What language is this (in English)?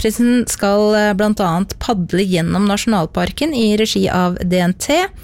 Norwegian